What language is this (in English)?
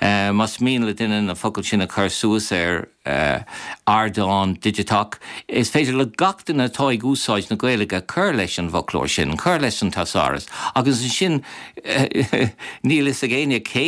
Irish